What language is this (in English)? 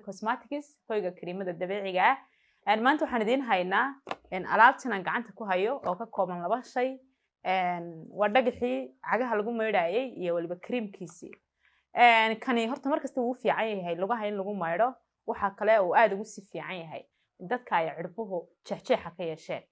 Somali